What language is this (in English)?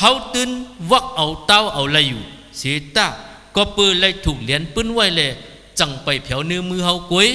Shan